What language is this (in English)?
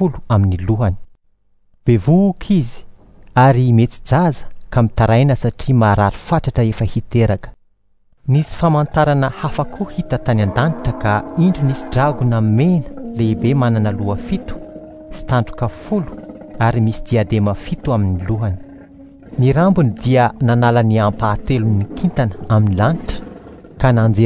Malagasy